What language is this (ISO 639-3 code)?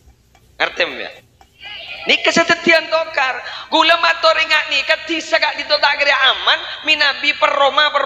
mad